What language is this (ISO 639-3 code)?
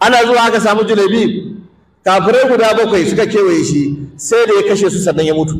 hau